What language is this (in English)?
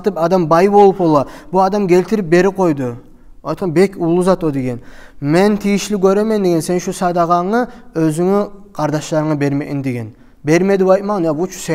Kumyk